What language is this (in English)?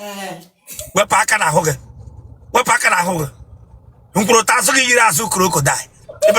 Igbo